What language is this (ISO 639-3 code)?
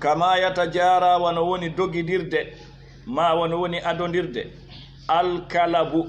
ful